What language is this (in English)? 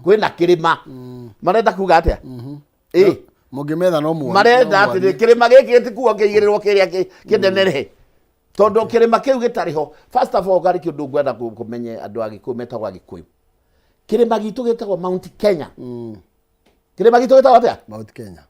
Kikuyu